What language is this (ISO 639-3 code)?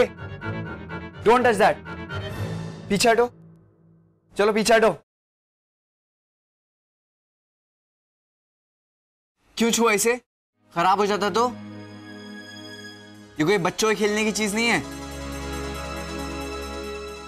hin